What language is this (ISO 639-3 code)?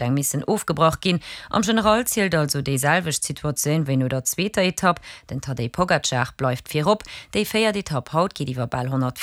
ltz